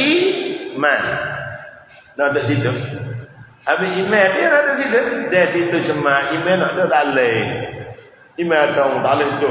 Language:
Malay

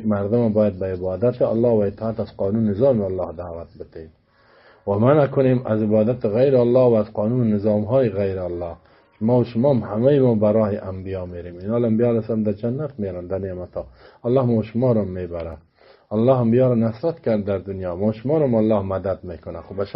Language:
Persian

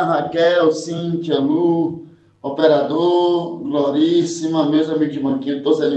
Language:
Portuguese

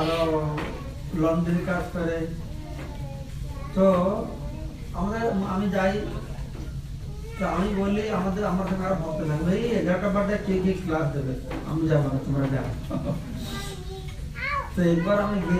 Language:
Bangla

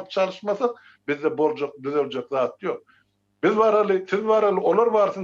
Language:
Turkmen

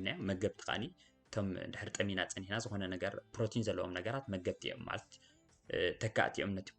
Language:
Tigrinya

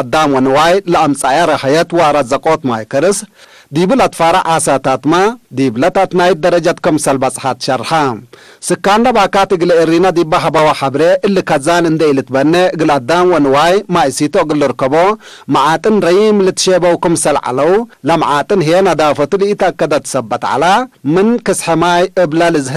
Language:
Tigre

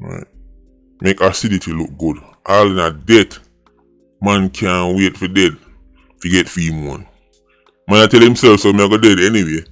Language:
Jamaican Creole English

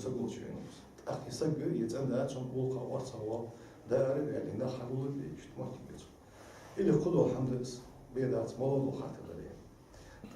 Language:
Ingush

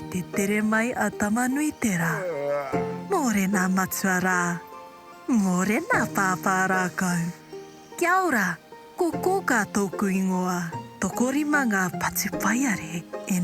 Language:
Māori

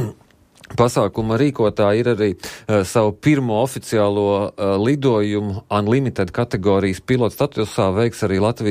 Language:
Latvian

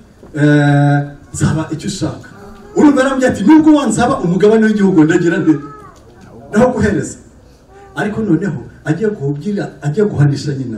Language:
Kinyarwanda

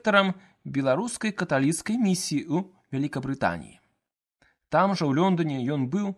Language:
Belarusian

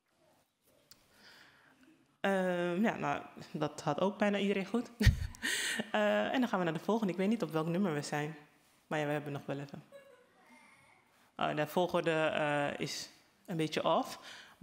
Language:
Dutch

